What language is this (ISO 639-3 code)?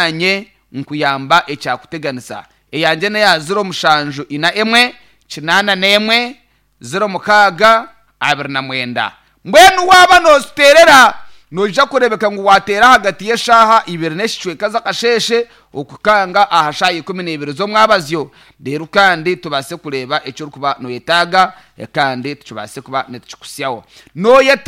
nyn